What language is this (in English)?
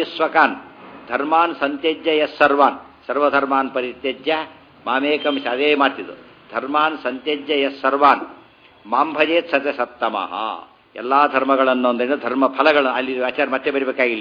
Kannada